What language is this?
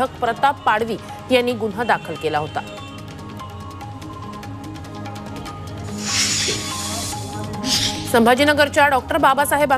Marathi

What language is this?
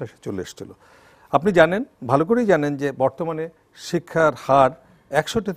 Bangla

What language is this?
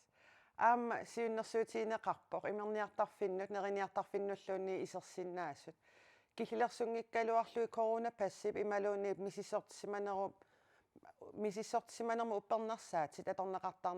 Kalaallisut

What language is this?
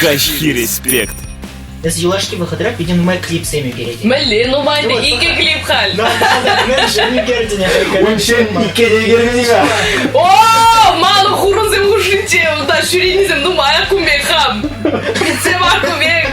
Chuvash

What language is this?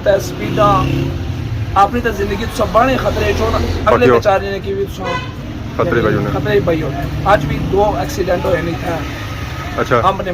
Pahari-Potwari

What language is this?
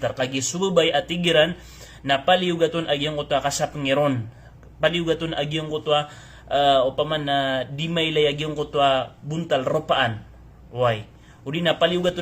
Maranao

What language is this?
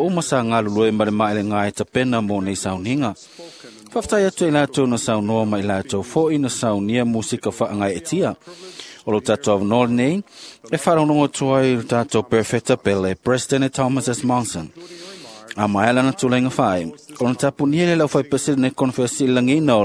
Samoan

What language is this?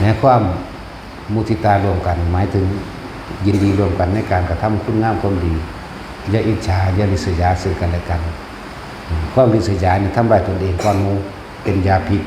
Northeastern Thai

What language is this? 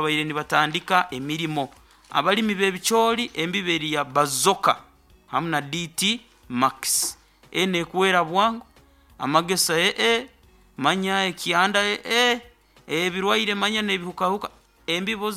Nyoro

